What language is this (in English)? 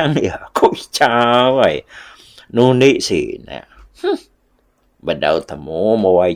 Iban